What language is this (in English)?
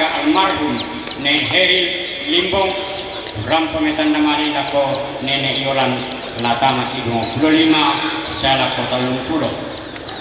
Toraja-Sa'dan